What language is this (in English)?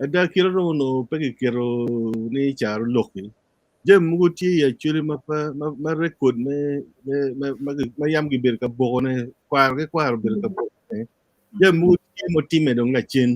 Acoli